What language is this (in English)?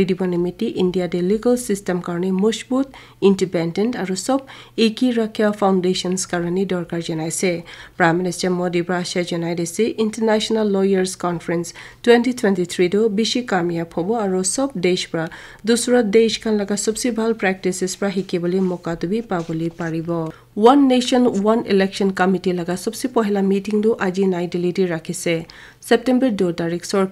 Naga Pidgin